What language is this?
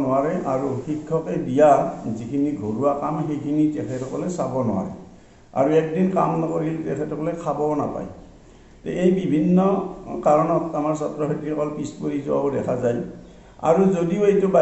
Assamese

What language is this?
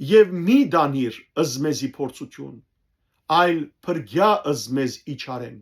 Western Armenian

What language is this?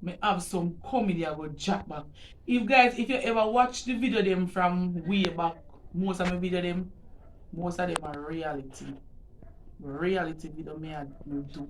Jamaican Creole English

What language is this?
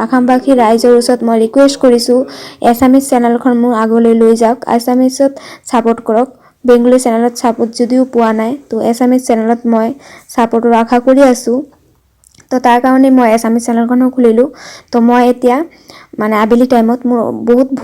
Assamese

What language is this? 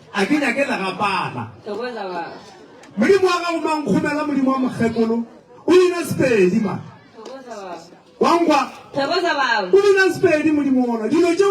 Northern Sotho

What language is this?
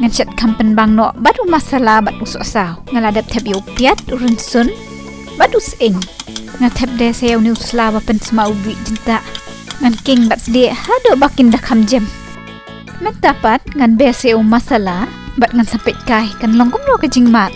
Khasi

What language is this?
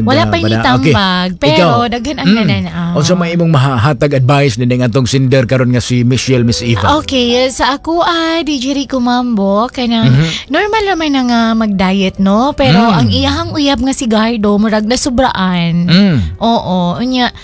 Cebuano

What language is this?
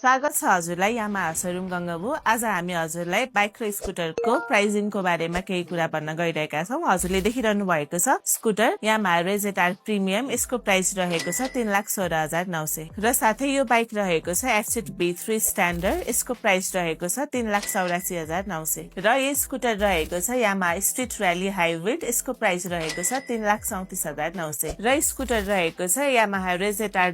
Nepali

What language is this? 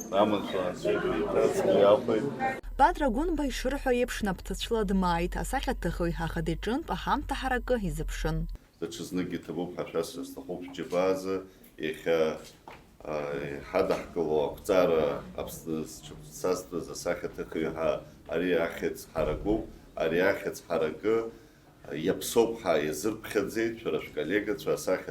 Abkhazian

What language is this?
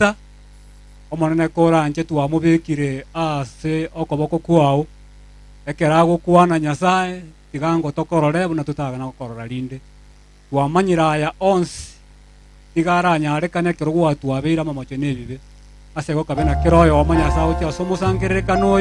Gusii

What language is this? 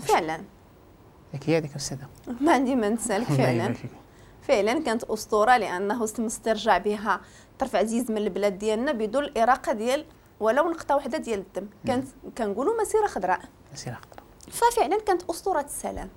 Moroccan Arabic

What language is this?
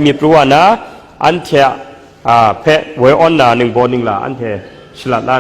Kachin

